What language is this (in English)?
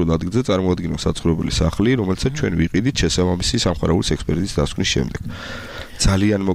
Georgian